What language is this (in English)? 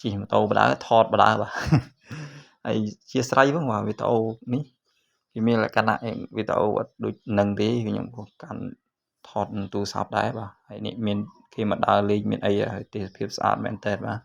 Khmer